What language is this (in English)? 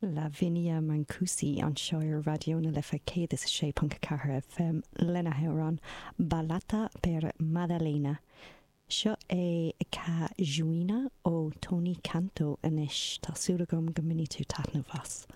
Irish